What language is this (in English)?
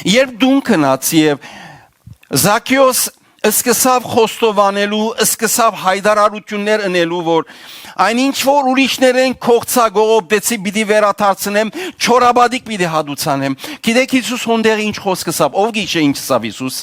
Western Armenian